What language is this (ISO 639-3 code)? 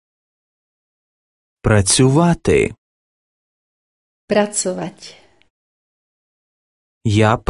ukr